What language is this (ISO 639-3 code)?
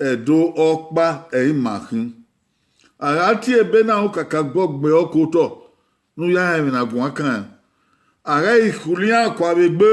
bin